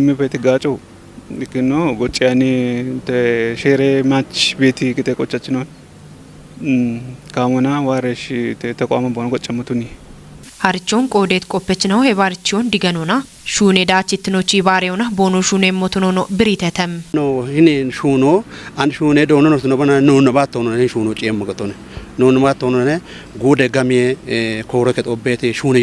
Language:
Kafa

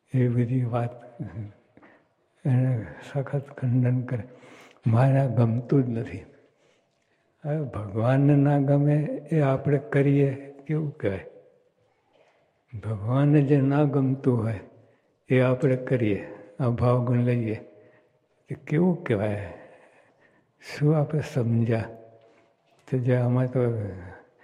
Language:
Gujarati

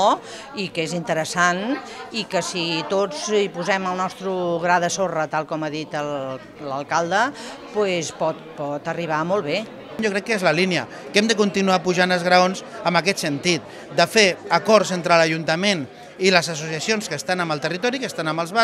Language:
Catalan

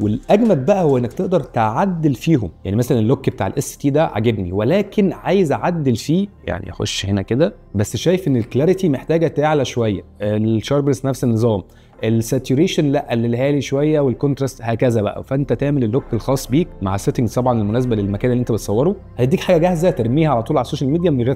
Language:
Egyptian Arabic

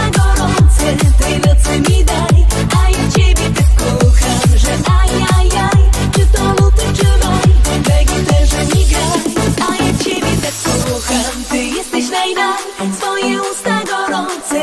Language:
Polish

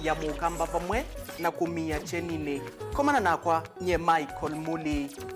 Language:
Kamba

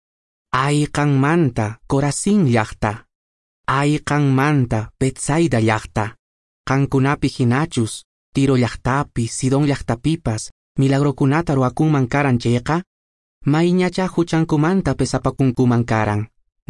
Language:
Quechua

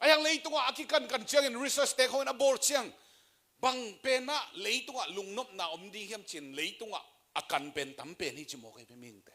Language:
Tedim Chin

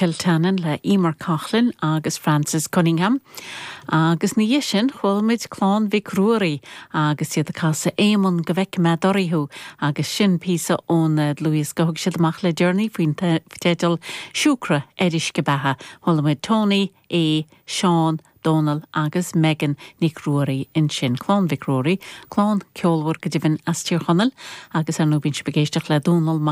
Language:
Irish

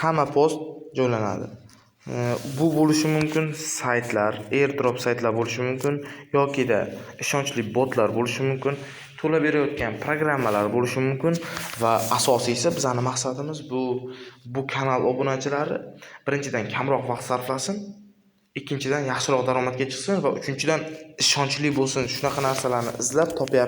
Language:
Uzbek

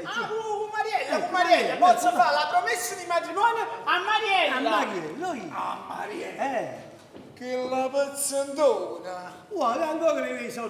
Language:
Neapolitan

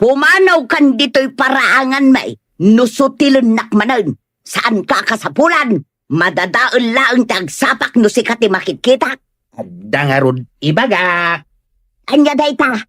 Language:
Iloko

